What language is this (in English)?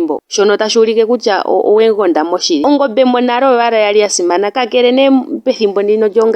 Ndonga